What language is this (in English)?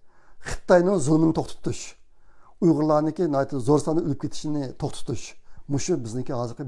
Uyghur